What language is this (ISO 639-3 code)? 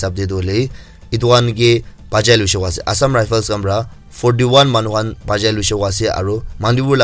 nag